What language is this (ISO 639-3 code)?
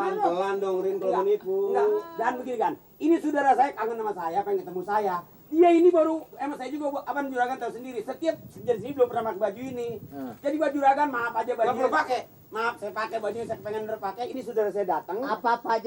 bew